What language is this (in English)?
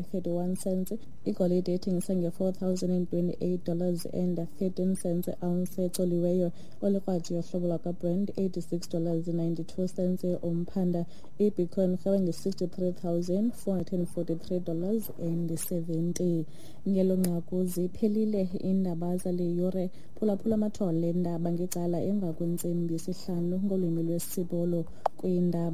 Xhosa